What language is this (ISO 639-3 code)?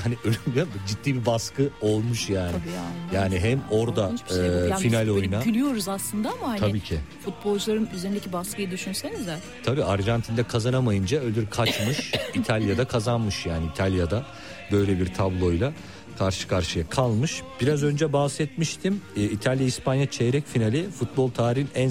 tur